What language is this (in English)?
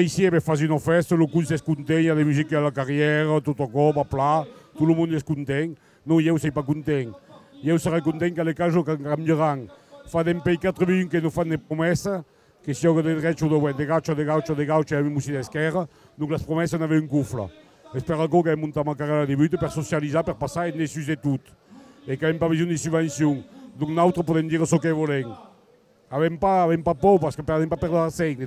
Occitan